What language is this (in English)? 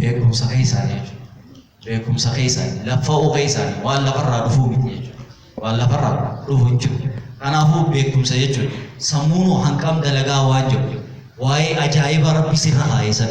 Oromo